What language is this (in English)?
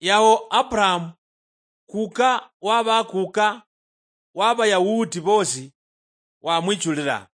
Luyia